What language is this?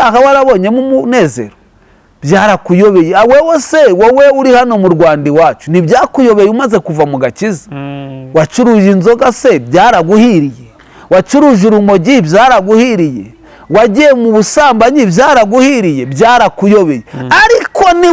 Kinyarwanda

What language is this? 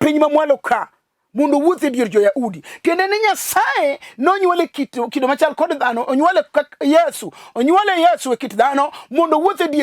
Luo (Kenya and Tanzania)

